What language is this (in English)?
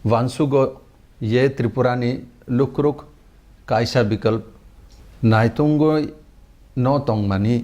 Kok Borok